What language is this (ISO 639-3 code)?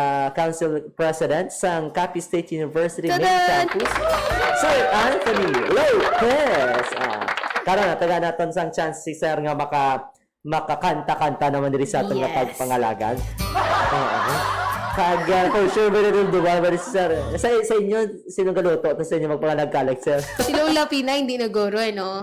hil